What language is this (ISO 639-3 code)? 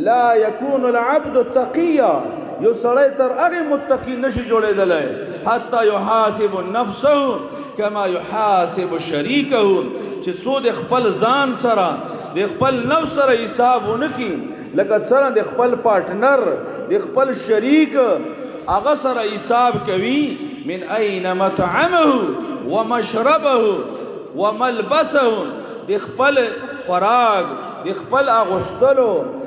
pus